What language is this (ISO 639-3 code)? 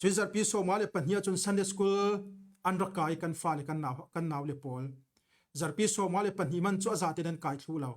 cfm